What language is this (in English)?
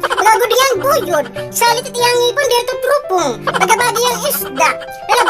Waray